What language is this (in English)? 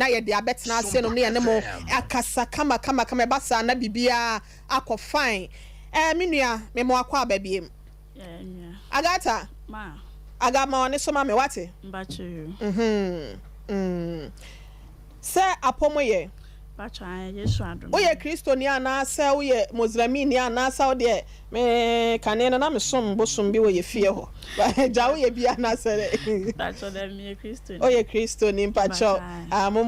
Akan